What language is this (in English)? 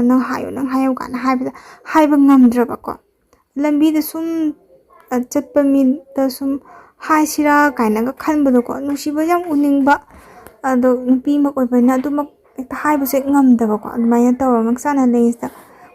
Manipuri